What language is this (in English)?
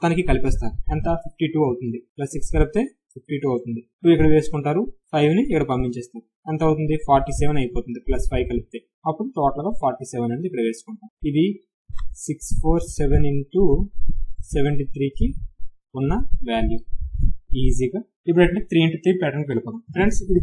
Telugu